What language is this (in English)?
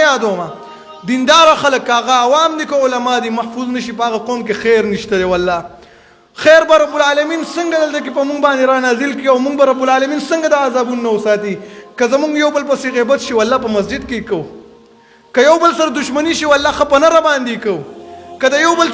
Pashto